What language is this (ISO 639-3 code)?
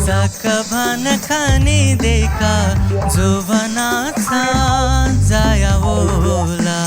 new